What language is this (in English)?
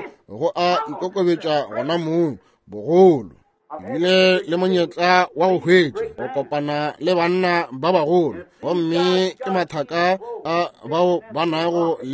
Northern Sotho